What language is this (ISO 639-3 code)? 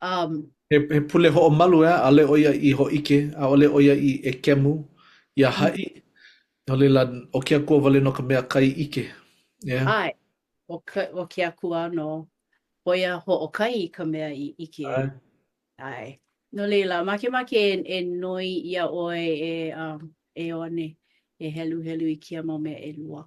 haw